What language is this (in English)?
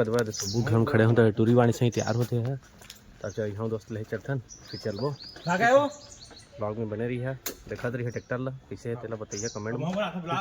Chhattisgarhi